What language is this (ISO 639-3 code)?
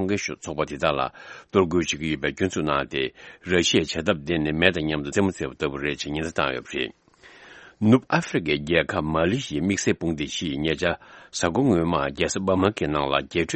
bod